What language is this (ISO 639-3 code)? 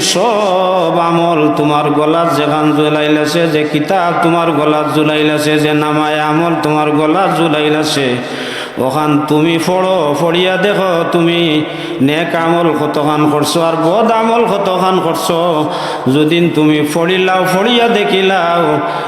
syl